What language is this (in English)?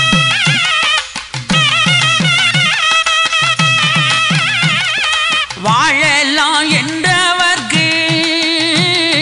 Tamil